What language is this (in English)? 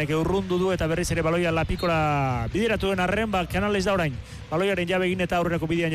Basque